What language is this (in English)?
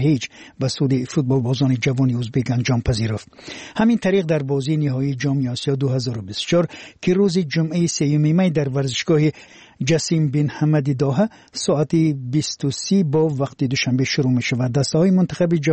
Persian